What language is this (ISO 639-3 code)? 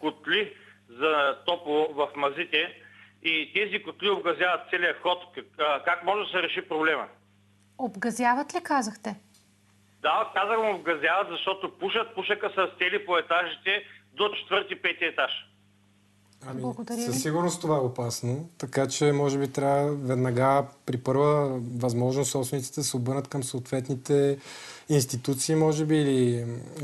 bul